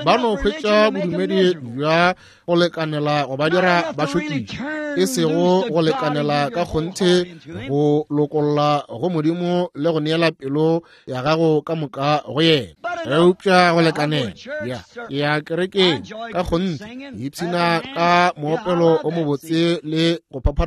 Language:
Northern Sotho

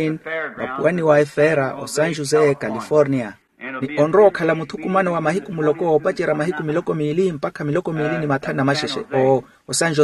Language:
Makhuwa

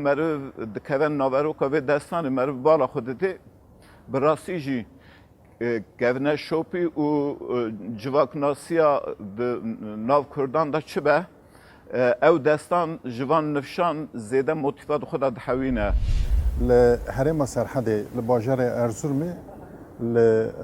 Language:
Kurdish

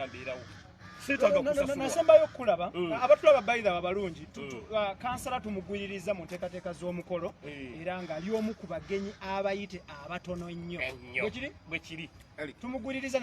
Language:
Ganda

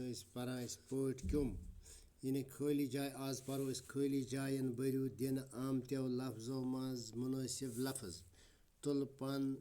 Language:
Kashmiri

